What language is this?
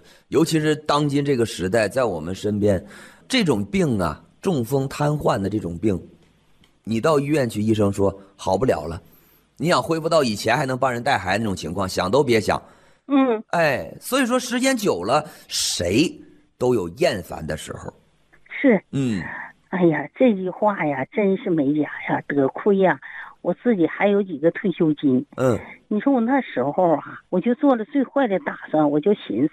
Chinese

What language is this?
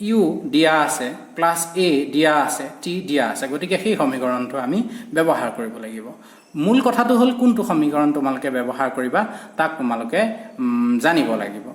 Assamese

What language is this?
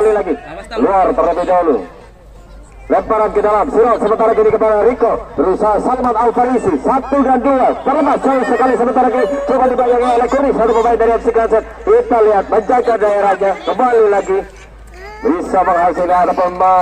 Indonesian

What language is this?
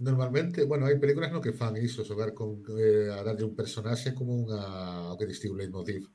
Galician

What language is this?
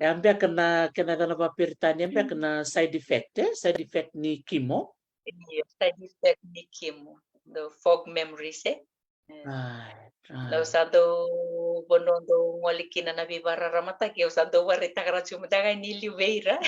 Fijian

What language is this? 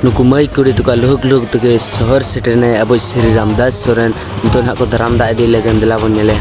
Santali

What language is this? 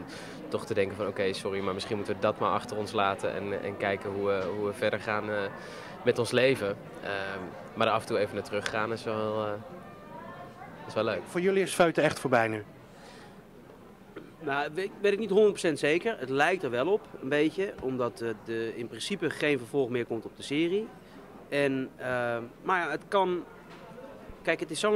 Dutch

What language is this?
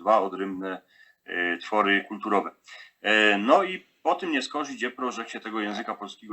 Silesian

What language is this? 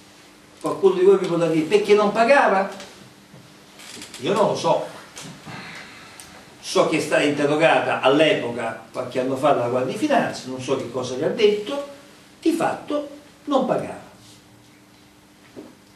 Italian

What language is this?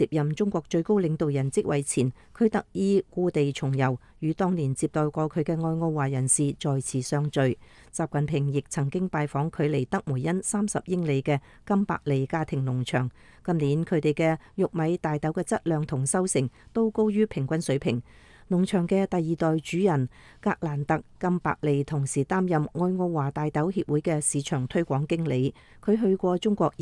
Cantonese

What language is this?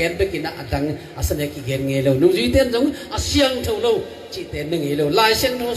Tedim Chin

